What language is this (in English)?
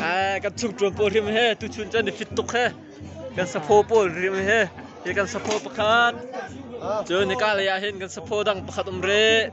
Hakha Chin